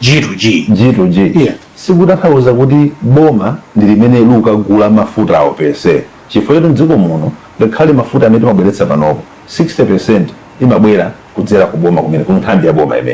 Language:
Nyanja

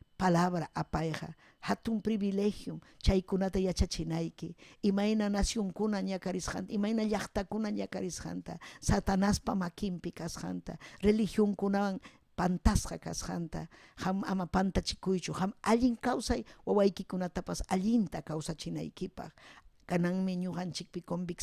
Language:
Ayacucho Quechua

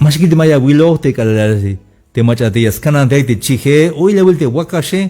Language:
Tzeltal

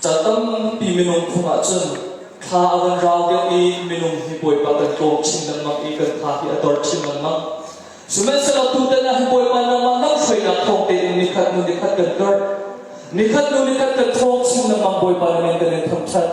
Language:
Hakha Chin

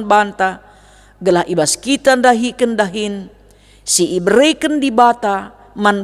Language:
Batak Karo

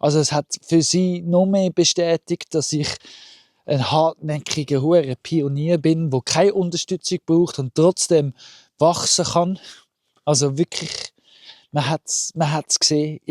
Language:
Swiss German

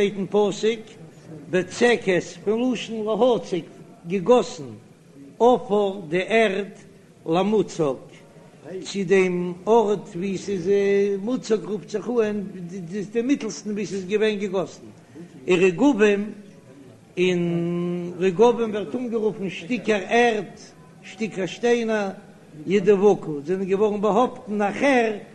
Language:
Yiddish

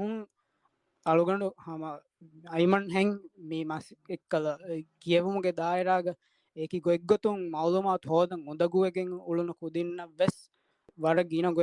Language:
Divehi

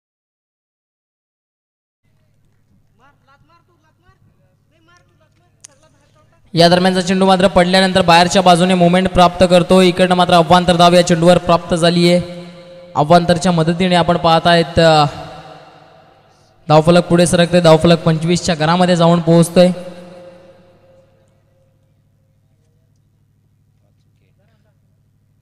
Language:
Marathi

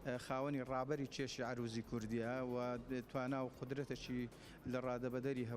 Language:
Central Kurdish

